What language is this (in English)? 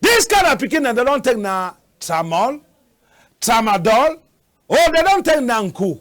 Cameroon Pidgin